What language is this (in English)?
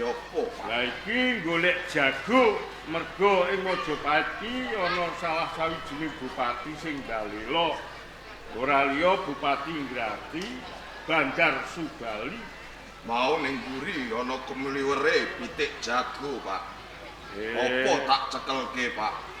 Javanese